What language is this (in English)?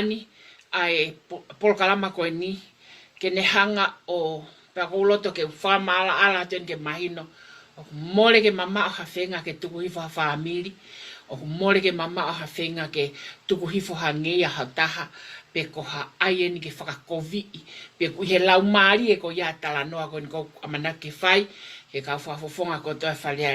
Tongan